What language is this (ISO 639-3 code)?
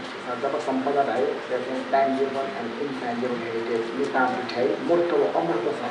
new